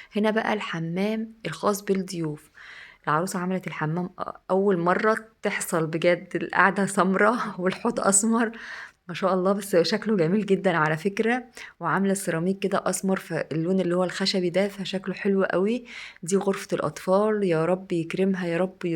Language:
Egyptian Arabic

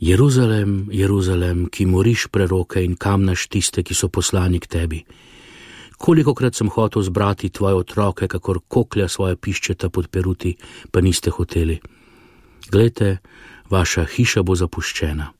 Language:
Slovenian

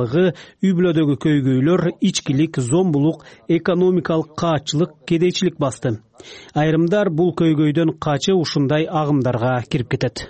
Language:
Kyrgyz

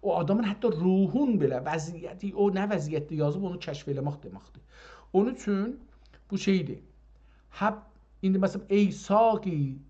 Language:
South Azerbaijani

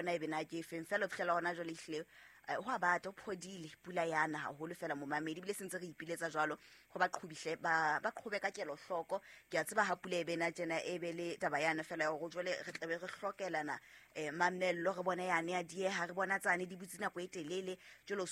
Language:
Southern Sotho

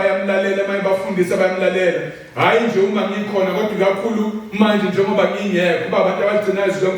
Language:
Zulu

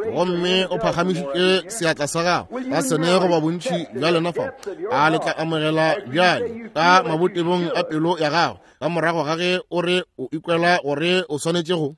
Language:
Northern Sotho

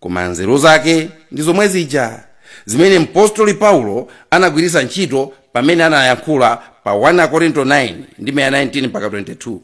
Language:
Nyanja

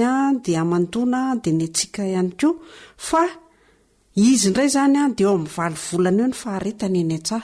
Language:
Malagasy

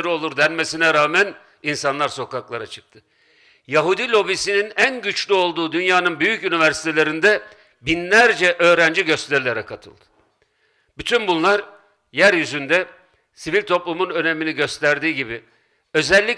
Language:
Turkish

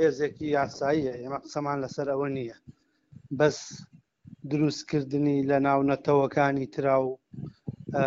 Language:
Central Kurdish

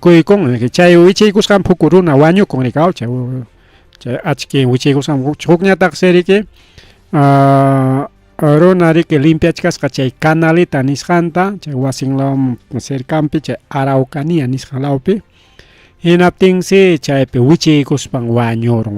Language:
Ayacucho Quechua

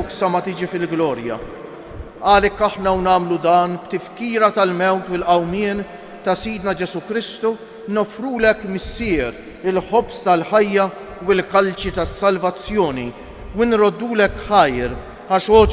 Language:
Maltese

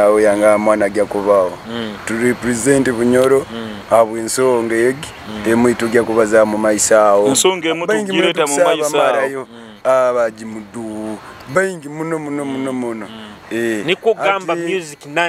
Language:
Nyoro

